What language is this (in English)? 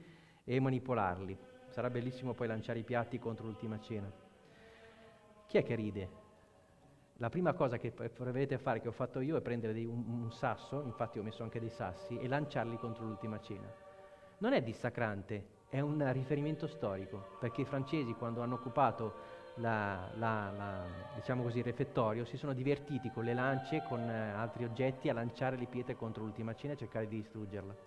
Italian